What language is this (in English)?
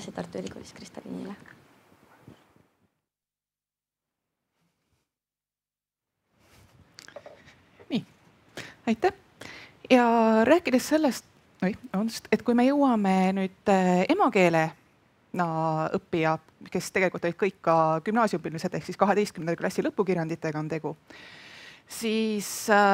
Estonian